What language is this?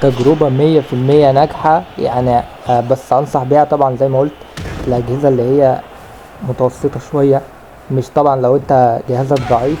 Egyptian Arabic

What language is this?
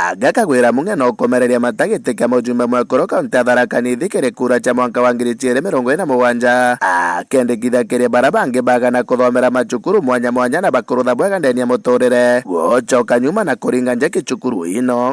Meru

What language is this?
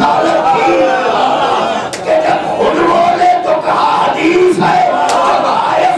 Urdu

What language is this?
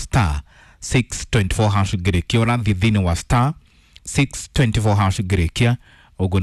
Kikuyu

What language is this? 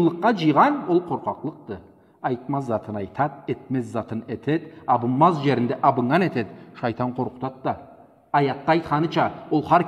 Karachay-Balkar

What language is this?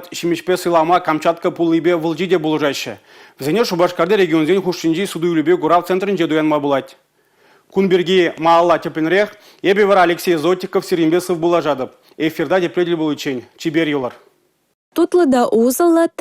Chuvash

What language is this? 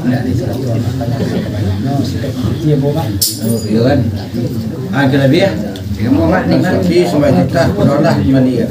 Minangkabau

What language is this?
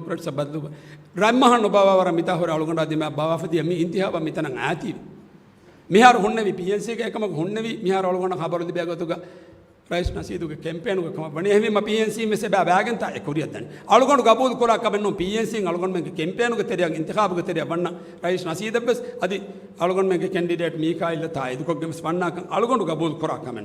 Divehi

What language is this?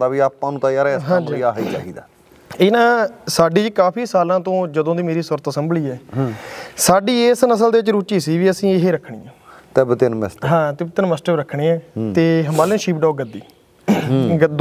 Punjabi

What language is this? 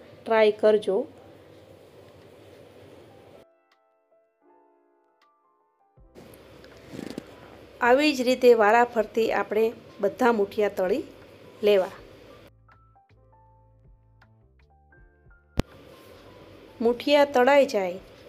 Gujarati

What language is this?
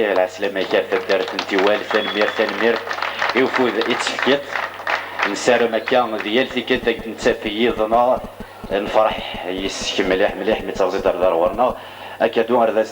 Kabyle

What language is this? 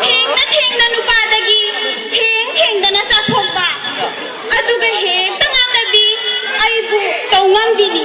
Manipuri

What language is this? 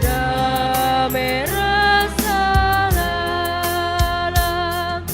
Batak Karo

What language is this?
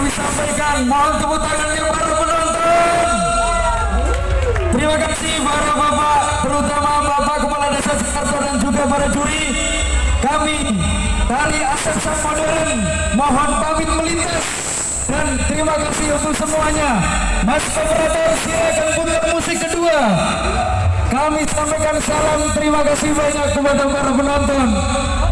Indonesian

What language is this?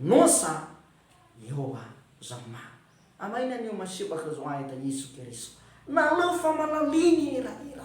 Nias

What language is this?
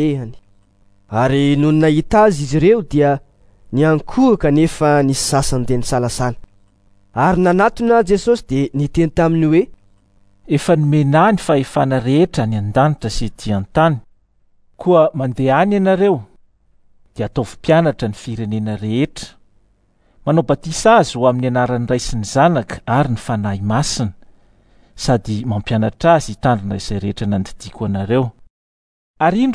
Malagasy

